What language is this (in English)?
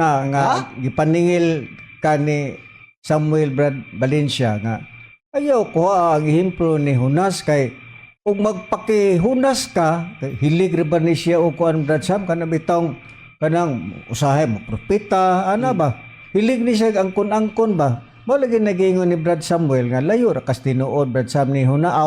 Cebuano